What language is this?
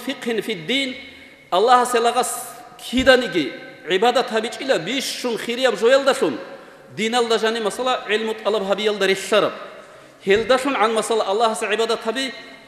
Avaric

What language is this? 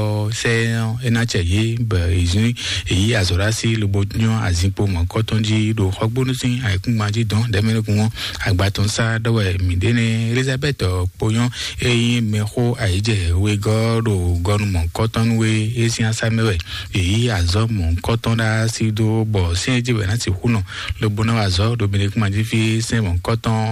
Fon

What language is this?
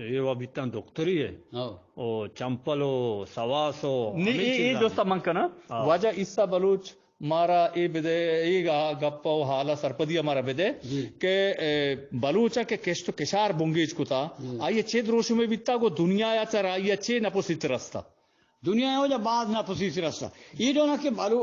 Eastern Balochi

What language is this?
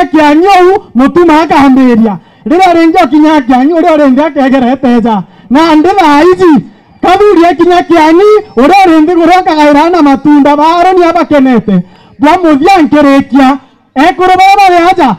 Meru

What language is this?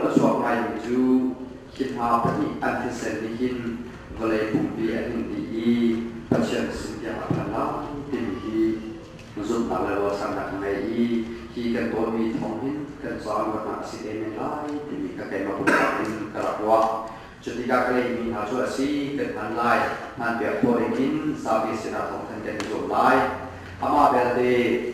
Hakha Chin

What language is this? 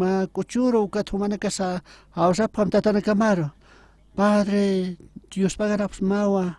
Aymara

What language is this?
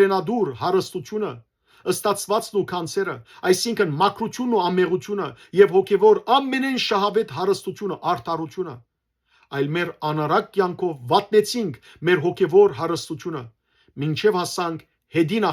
Western Armenian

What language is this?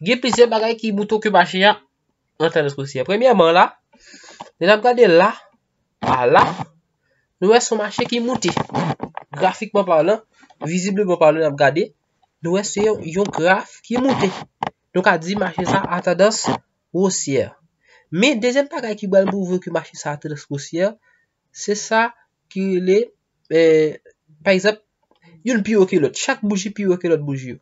Haitian Creole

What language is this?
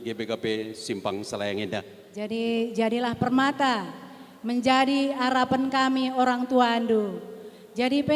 Batak Karo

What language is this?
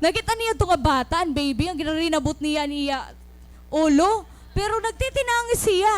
Waray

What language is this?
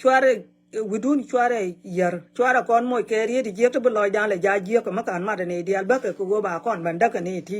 Nuer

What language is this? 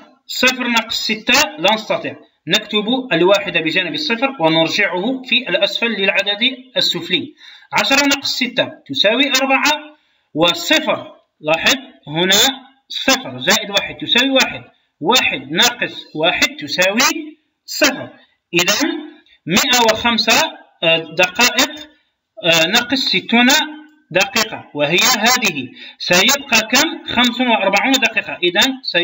Arabic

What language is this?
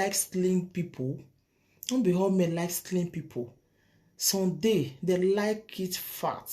Nigerian Pidgin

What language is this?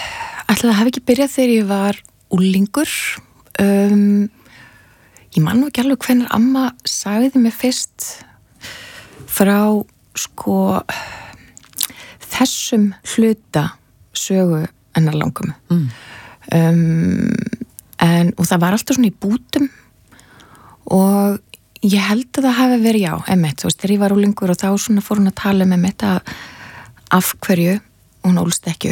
Icelandic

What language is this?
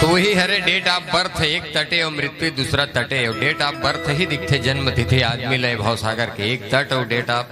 Chhattisgarhi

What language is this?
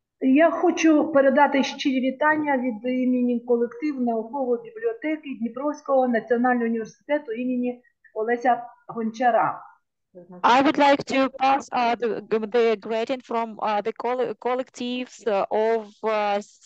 Ukrainian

